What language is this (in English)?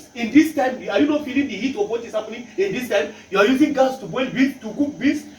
Nigerian Pidgin